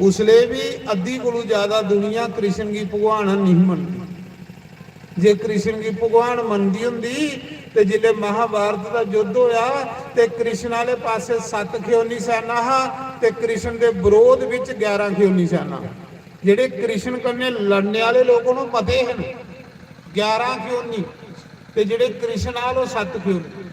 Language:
Dogri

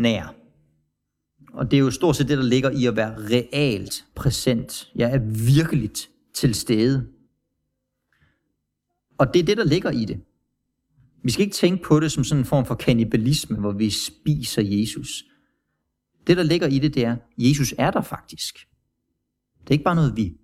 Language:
Danish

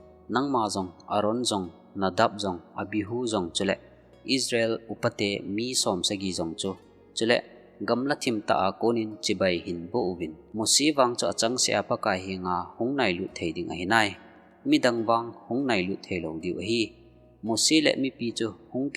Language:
Thado Chin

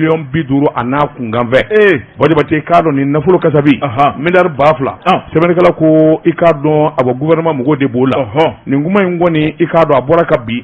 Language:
Bambara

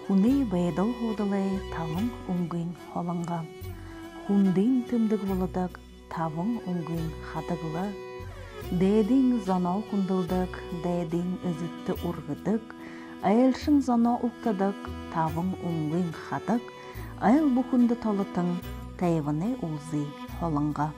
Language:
Buriat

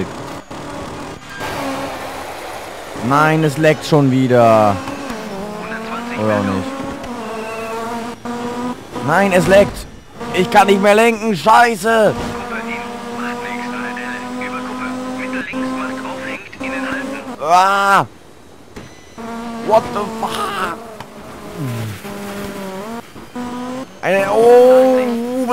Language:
German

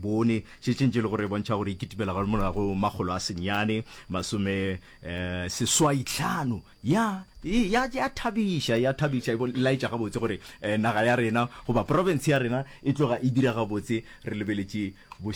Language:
Northern Sotho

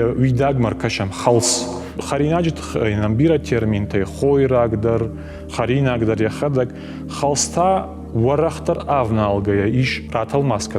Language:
Ossetic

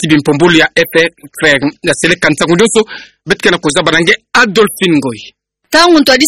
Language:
Kituba (Democratic Republic of Congo)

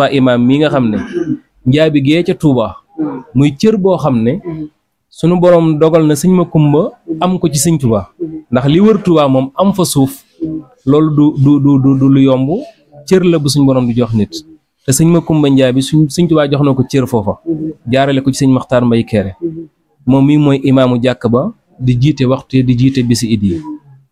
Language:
Wolof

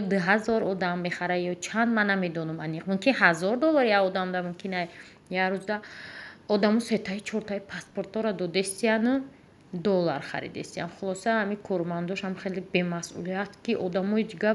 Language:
Tajik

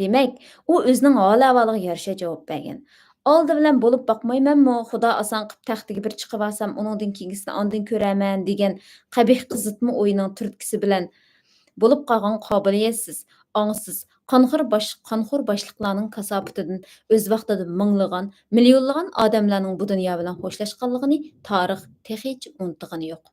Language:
Uyghur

